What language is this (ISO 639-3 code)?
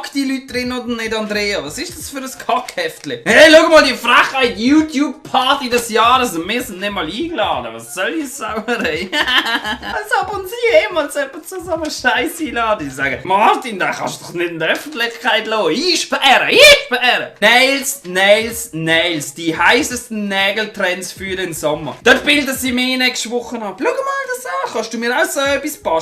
gsw